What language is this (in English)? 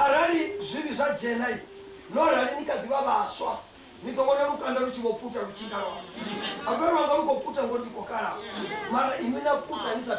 Venda